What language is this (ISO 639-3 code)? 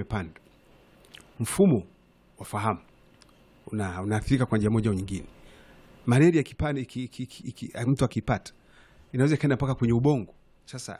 swa